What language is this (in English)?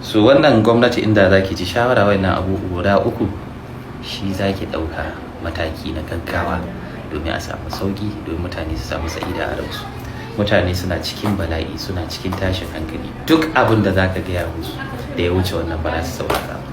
Hausa